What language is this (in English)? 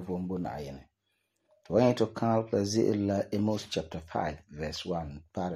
Frafra